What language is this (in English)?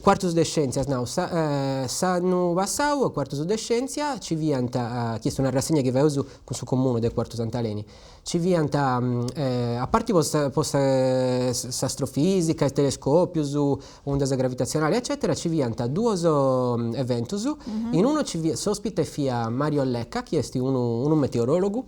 Sardinian